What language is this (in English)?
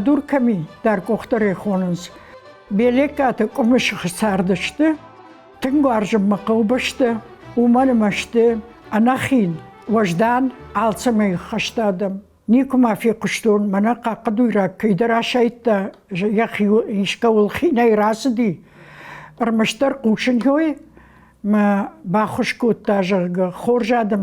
Ossetic